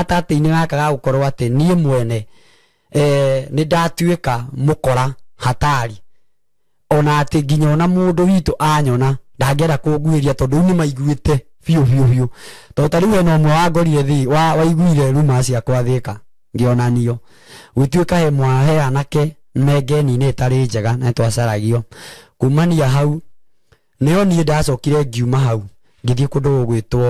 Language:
Kikuyu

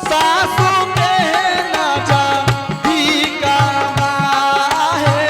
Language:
Angika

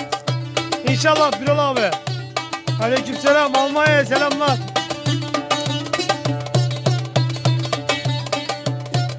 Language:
Turkish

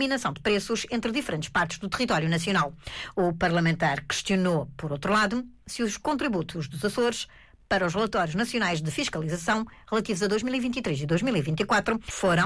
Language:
Portuguese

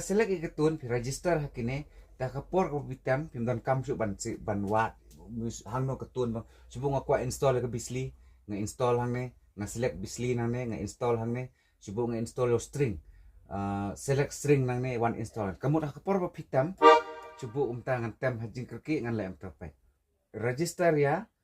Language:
Khasi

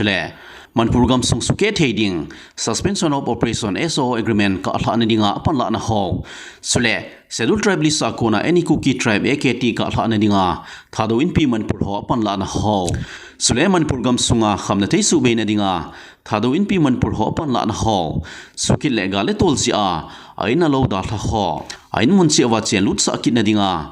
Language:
Thado Chin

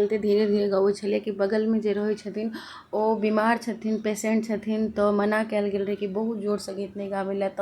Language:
Maithili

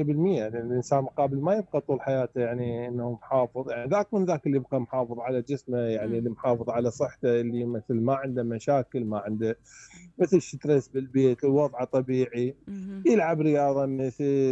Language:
Mesopotamian Arabic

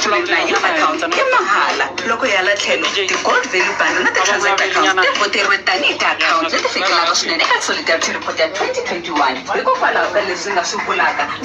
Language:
Tsonga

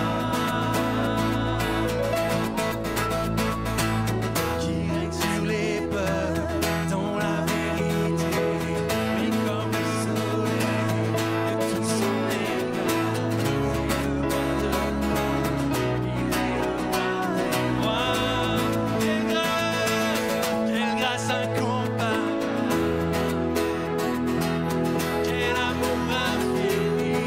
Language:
French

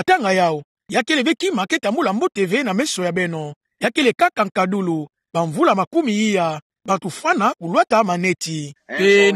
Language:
Kituba (Democratic Republic of Congo)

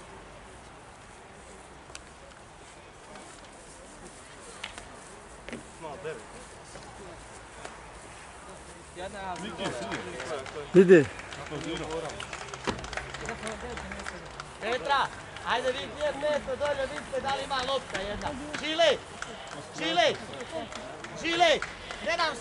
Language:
Croatian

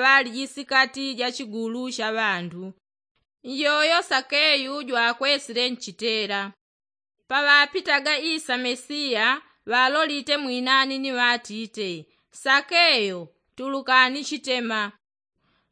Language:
Yao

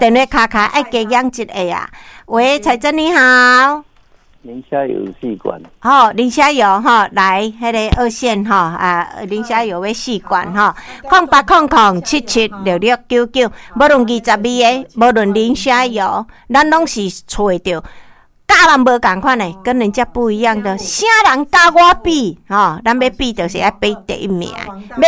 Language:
Min Nan Chinese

